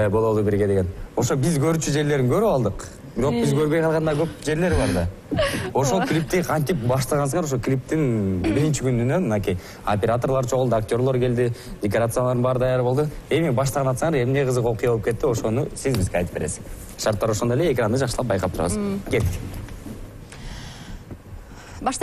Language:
Kyrgyz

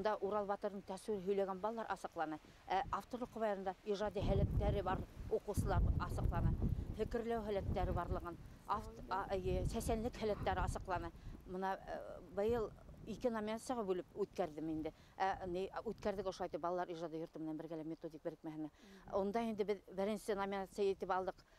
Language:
Bashkir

